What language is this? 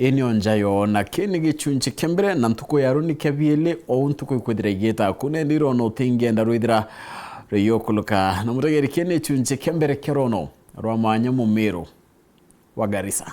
Meru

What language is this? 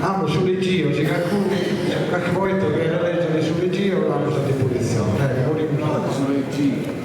Sardinian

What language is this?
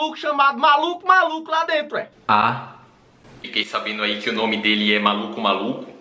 Portuguese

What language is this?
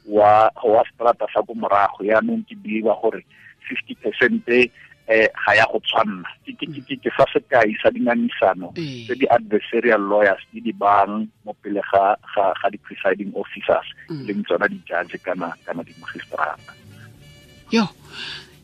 Tswana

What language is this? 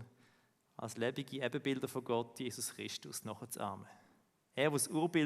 Swiss German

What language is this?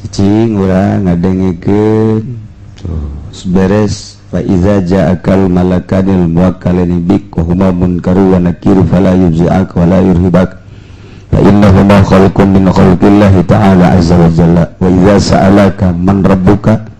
Sundanese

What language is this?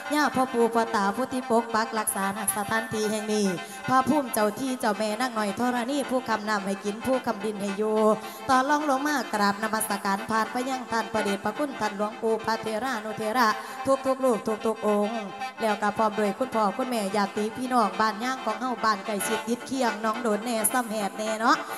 Northeastern Thai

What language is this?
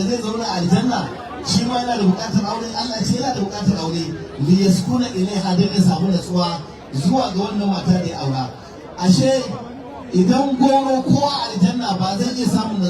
Hausa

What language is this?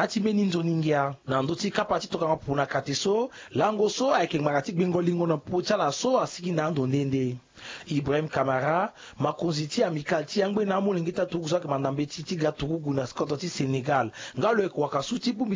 Sango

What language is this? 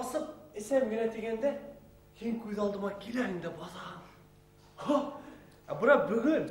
Bashkir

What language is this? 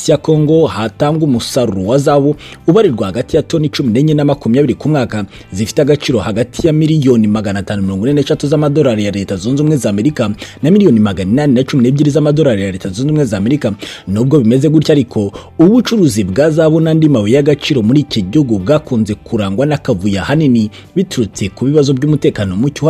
Kinyarwanda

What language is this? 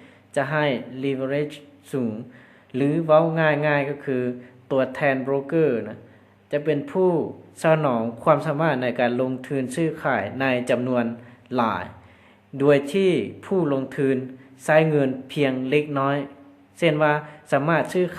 Lao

